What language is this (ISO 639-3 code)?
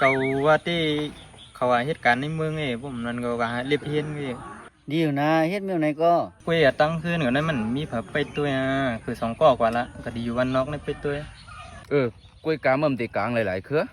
shn